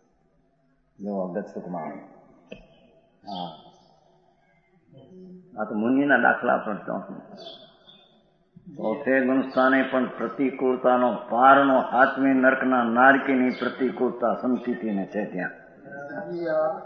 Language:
Gujarati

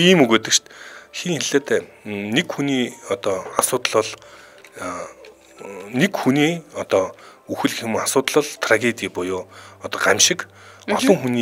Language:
Mongolian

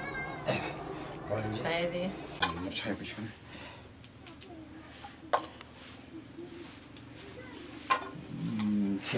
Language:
Persian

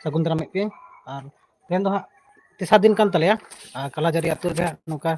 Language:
Santali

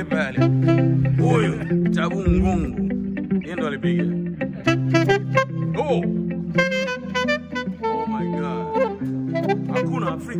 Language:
Swahili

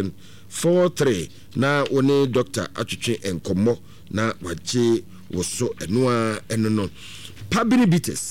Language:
Akan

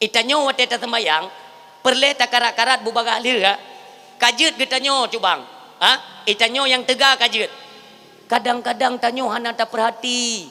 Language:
Achinese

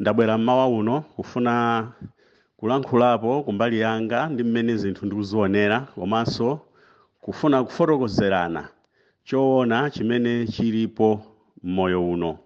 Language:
Nyanja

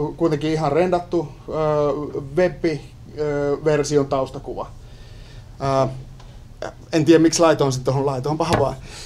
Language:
Finnish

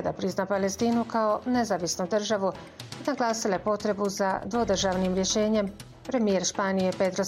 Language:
Bosnian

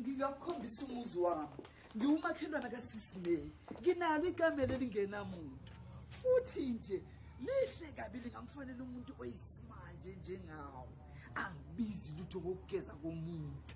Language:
Zulu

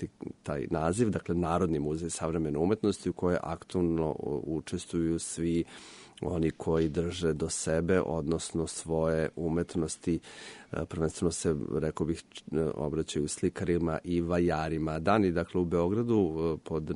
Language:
Serbian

